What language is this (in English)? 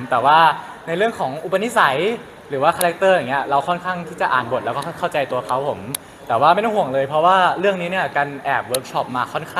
Thai